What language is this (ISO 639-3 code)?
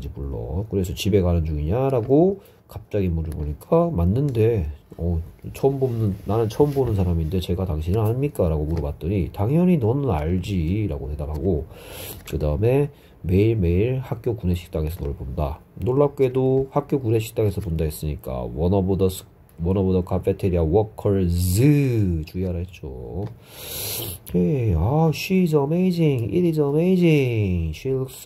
kor